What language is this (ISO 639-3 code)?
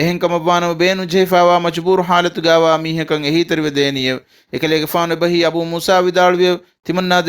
div